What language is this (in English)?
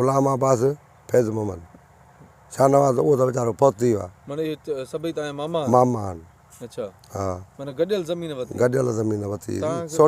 Sindhi